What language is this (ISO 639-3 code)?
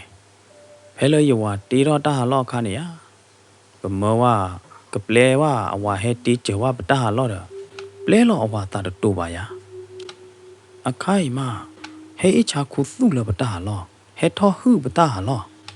ksw